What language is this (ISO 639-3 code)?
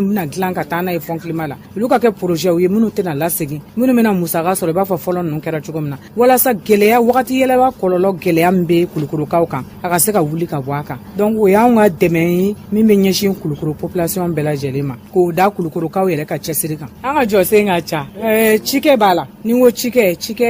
bam